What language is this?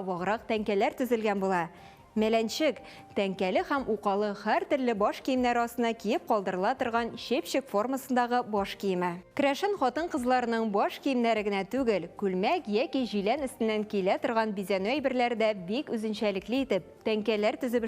Tatar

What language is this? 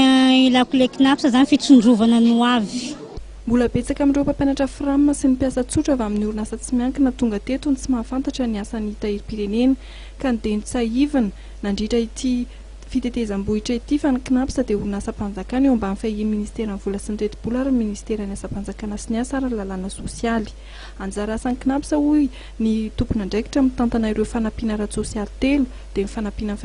Malagasy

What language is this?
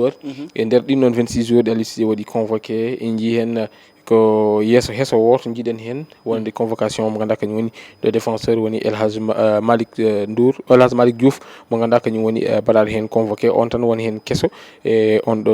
Fula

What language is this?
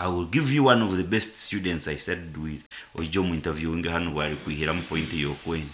Nyankole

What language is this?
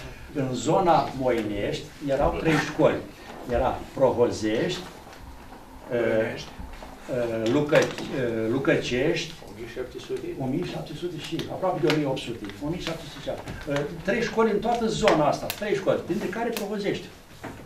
Romanian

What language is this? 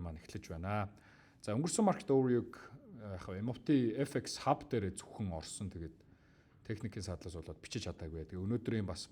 Mongolian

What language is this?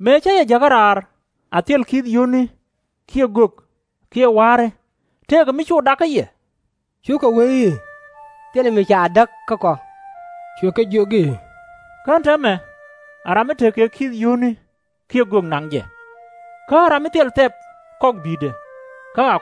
Nuer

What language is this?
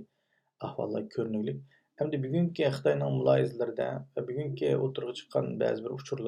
Uyghur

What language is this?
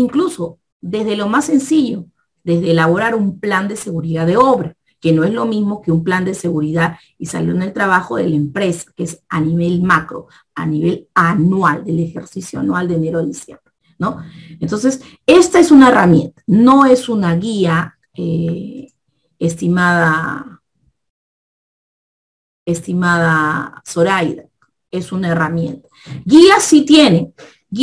Spanish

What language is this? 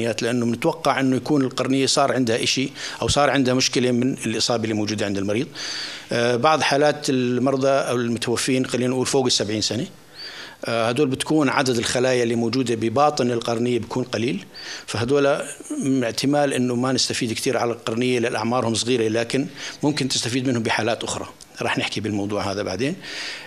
North Levantine Arabic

